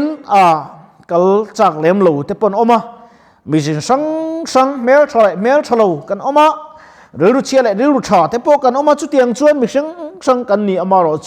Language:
Mizo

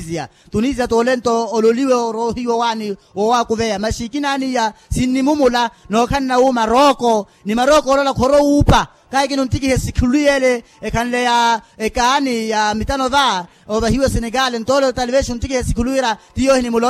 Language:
Makhuwa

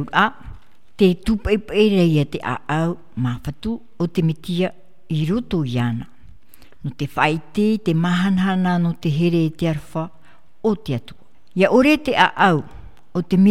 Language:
Tahitian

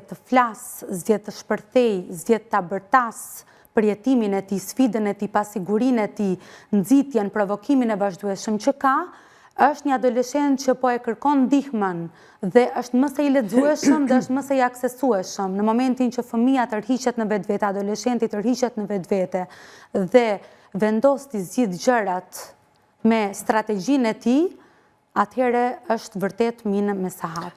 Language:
Albanian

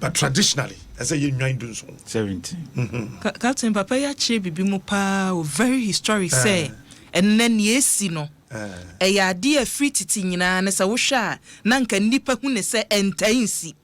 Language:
Akan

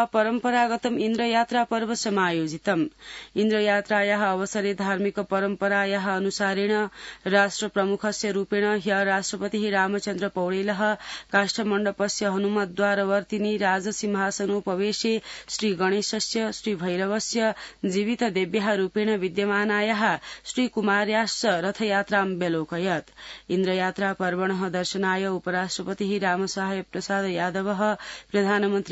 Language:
Sanskrit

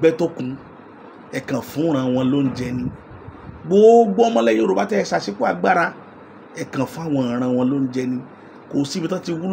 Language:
Yoruba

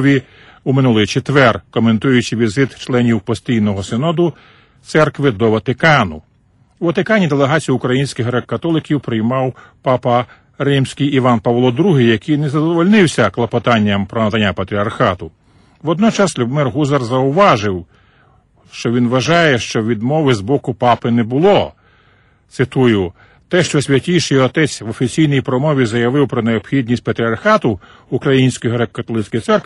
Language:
Ukrainian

